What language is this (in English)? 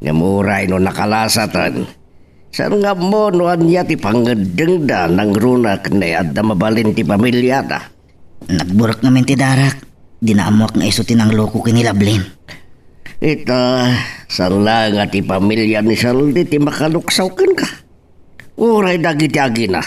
Iloko